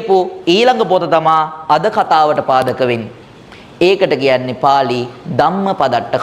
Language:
Sinhala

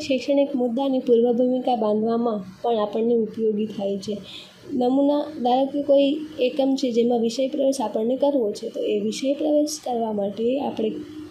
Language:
Gujarati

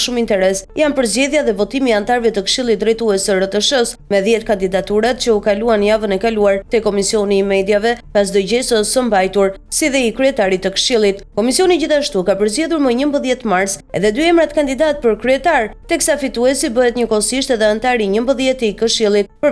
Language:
Albanian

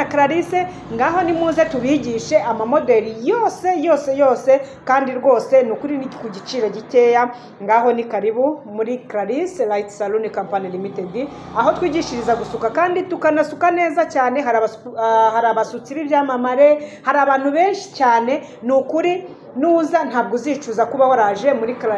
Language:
Kinyarwanda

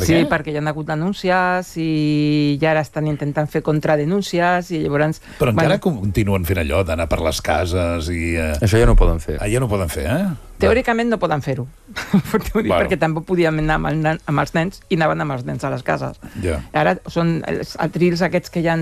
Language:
Catalan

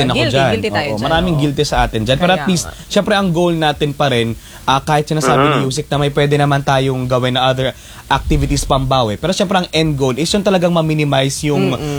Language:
Filipino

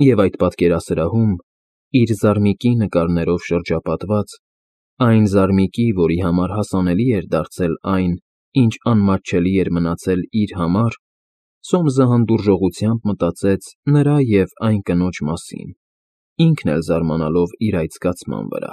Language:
Armenian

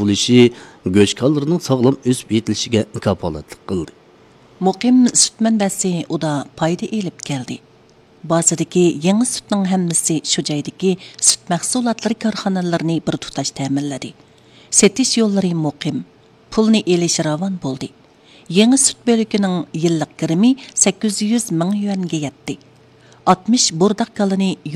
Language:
Uyghur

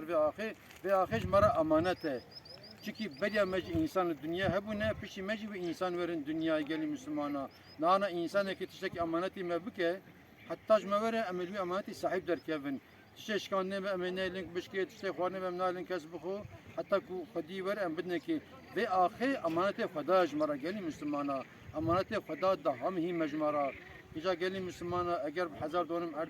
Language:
Kurdish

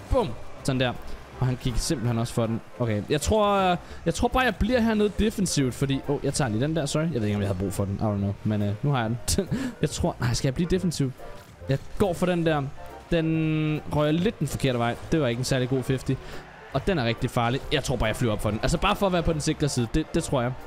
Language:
Danish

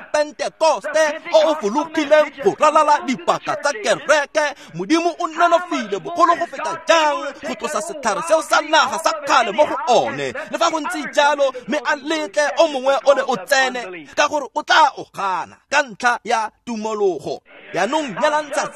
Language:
Tswana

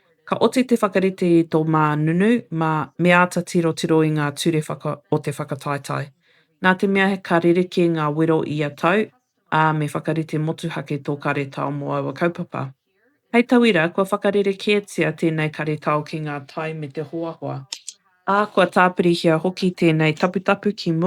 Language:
Māori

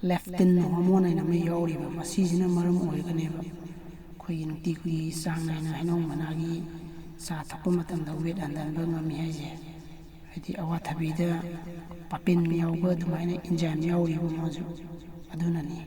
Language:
Manipuri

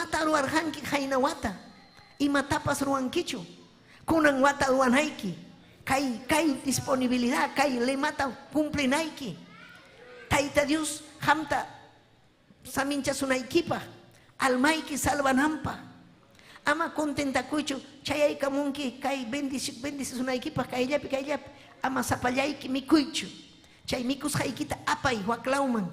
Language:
Ayacucho Quechua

